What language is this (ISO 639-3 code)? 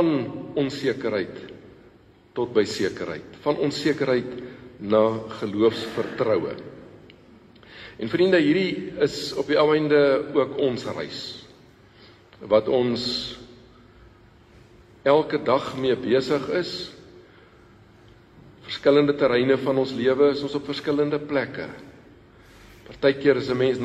afr